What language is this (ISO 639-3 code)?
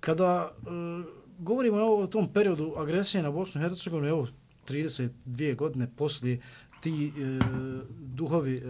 bos